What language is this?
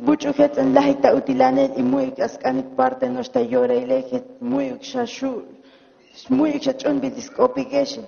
Tzotzil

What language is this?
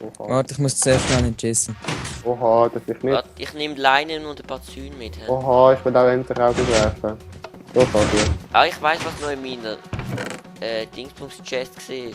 Swiss German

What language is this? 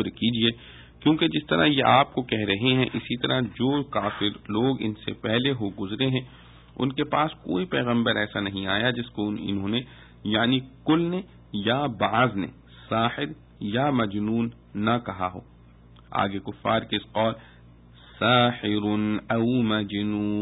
Urdu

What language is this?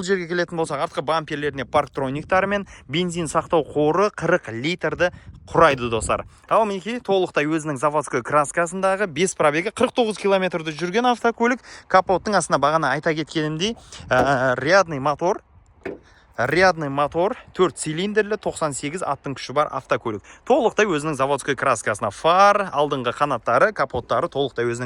Kazakh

